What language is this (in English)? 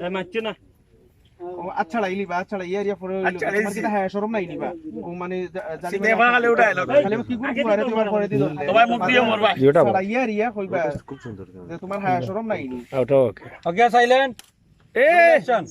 Sylheti